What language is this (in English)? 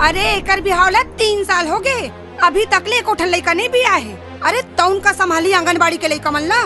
Chhattisgarhi